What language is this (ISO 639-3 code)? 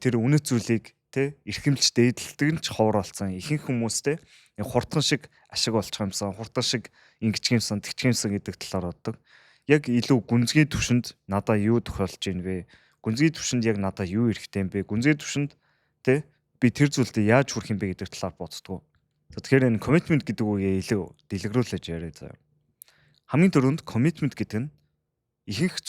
mon